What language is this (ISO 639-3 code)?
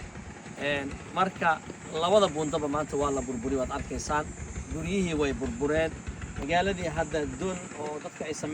som